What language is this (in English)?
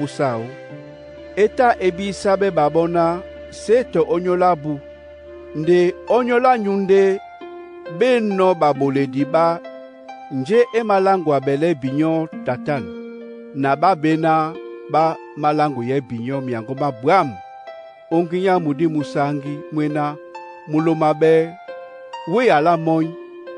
Duala